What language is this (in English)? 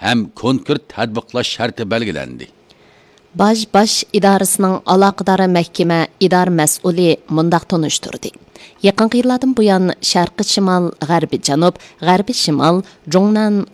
Uyghur